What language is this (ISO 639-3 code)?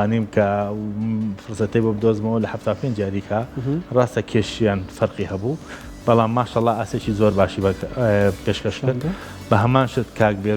ckb